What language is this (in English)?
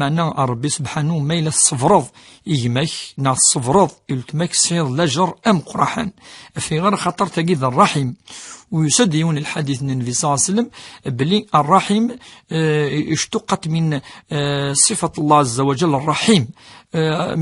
Kabyle